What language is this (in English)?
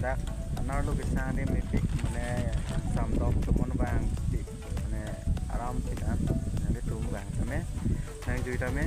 Karbi